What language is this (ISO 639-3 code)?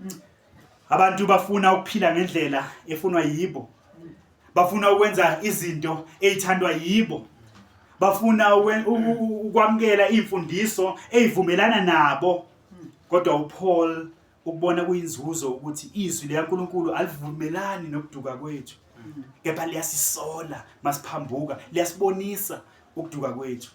zul